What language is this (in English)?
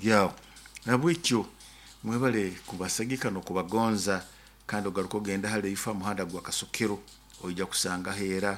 Nyoro